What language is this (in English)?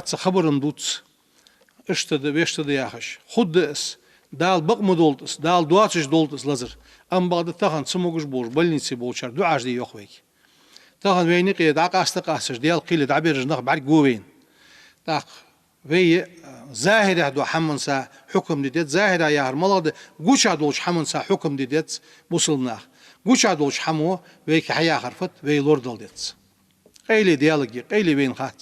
Ingush